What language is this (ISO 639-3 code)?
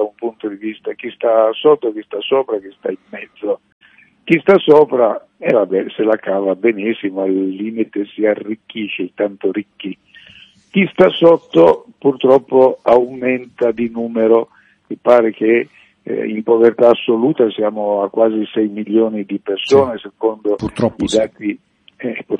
ita